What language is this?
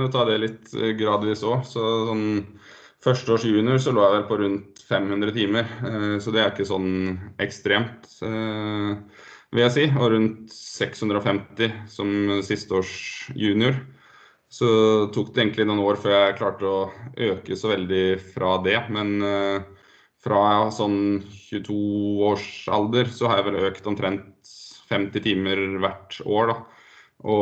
Norwegian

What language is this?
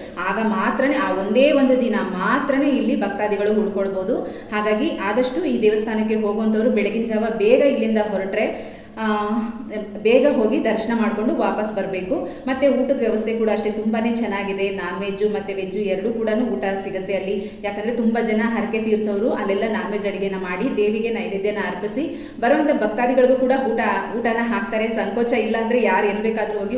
Kannada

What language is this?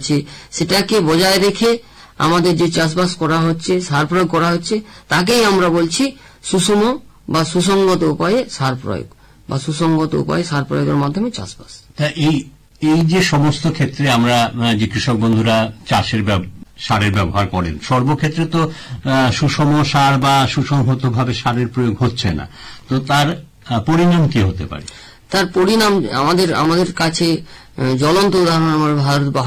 Bangla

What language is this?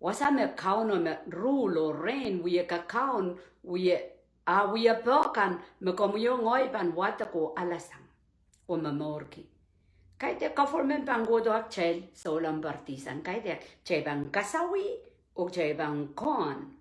Pohnpeian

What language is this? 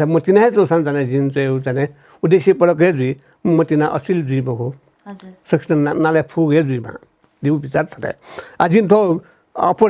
Newari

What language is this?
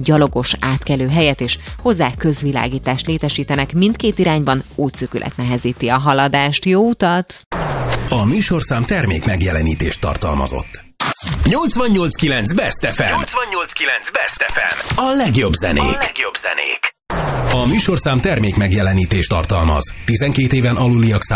Hungarian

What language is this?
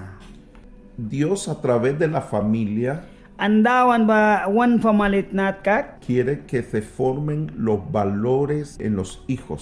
Mískito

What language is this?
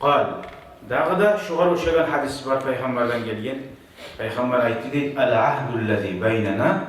Kumyk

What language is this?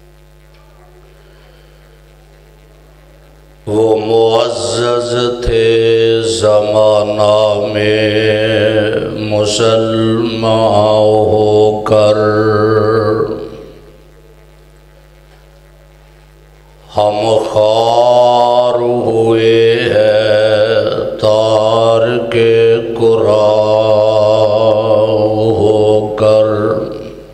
Urdu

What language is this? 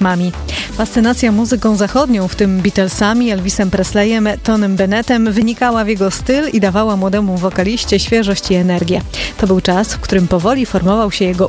Polish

